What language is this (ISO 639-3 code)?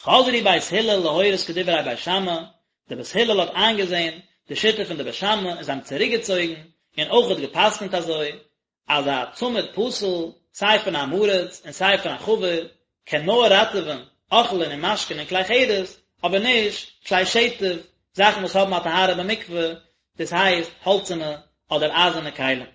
yid